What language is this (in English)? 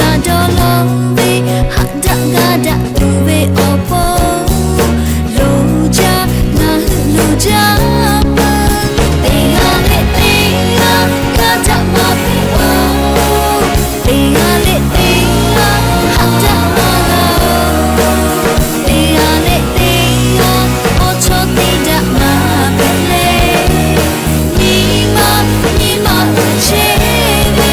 Lahu